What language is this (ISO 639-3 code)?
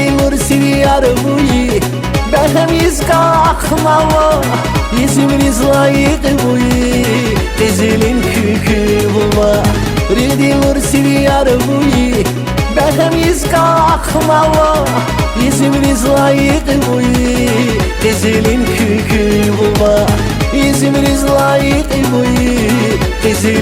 tab